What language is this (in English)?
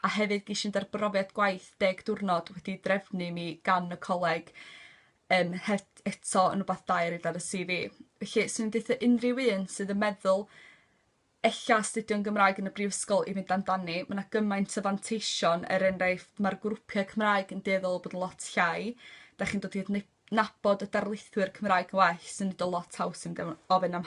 Welsh